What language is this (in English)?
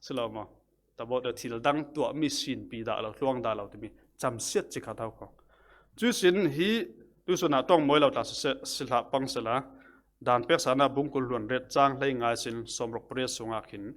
Falam Chin